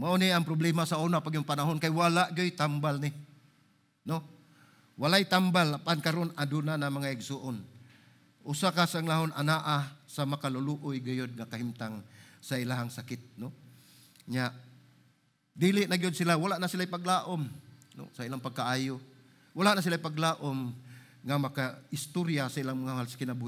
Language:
Cebuano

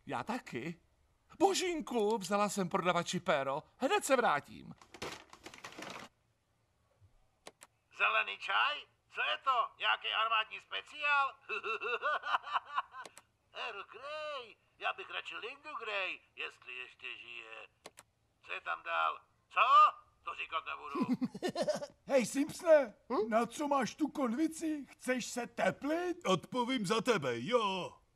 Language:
Czech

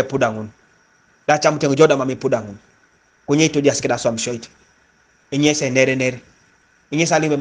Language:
Teso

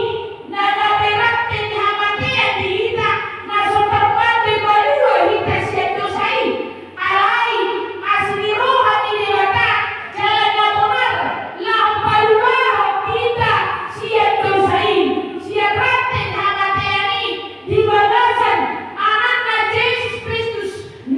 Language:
Batak Toba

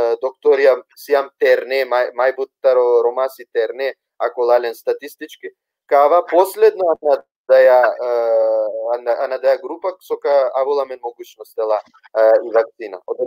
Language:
Balkan Romani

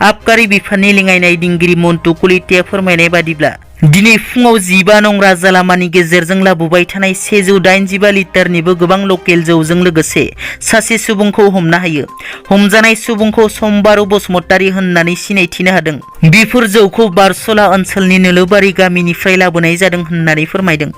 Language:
Bodo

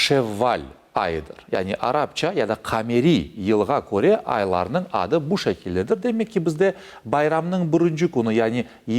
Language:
Crimean Tatar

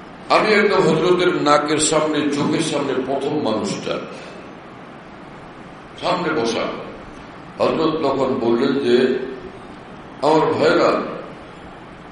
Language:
Bangla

